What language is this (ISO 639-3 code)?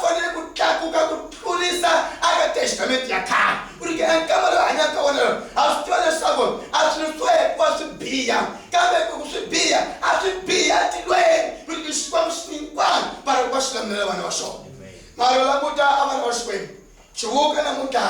tso